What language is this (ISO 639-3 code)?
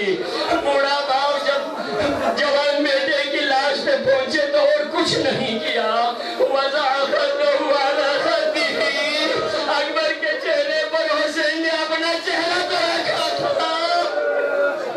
urd